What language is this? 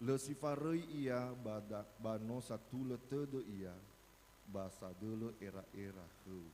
Nias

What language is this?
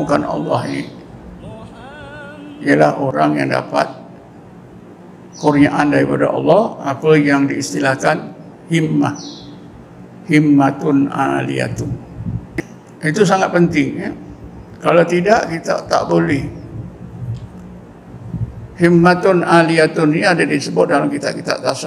Malay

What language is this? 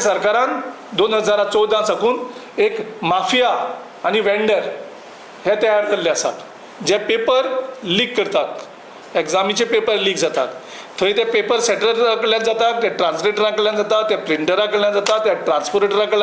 Konkani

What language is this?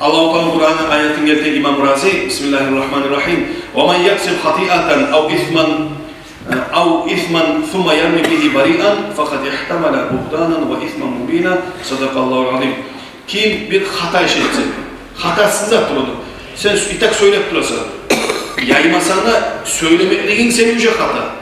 Kumyk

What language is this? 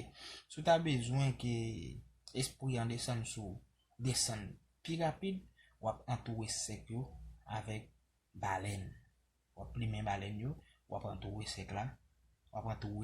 Haitian Creole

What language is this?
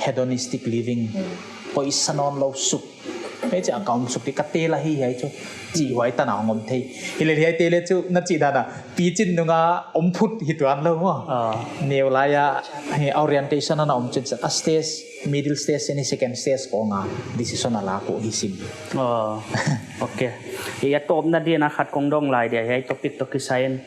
Paite Chin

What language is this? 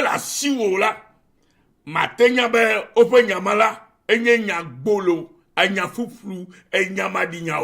Ewe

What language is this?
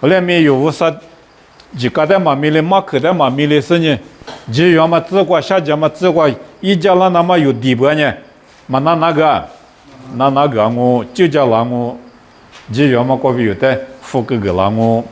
Lisu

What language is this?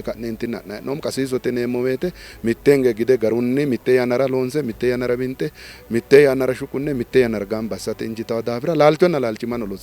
Sidamo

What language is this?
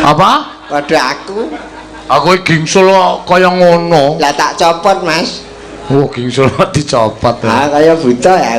Javanese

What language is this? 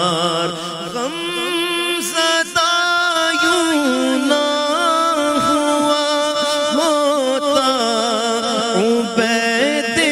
Urdu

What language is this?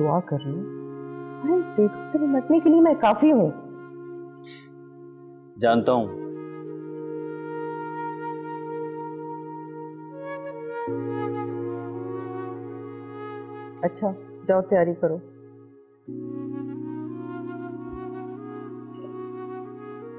Hindi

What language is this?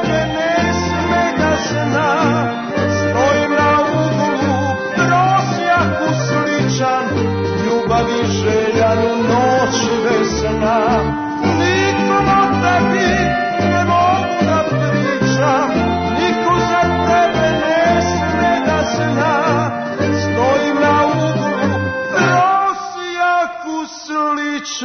Serbian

